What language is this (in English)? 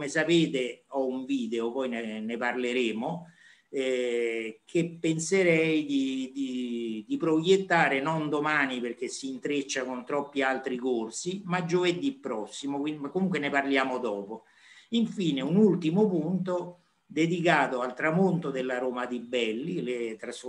Italian